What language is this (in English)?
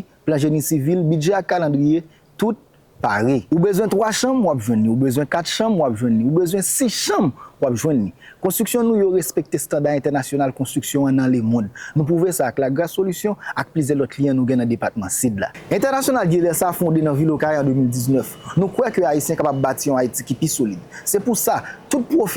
Haitian Creole